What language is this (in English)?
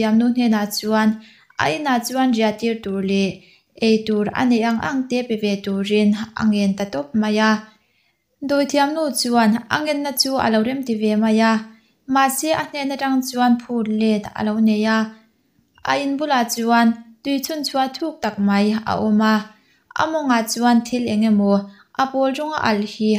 Mizo